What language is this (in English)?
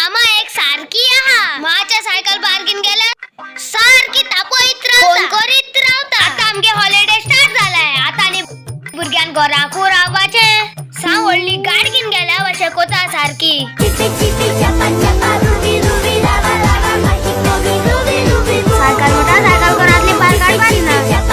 Konkani